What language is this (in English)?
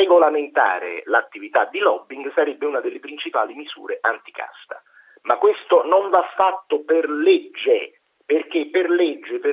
Italian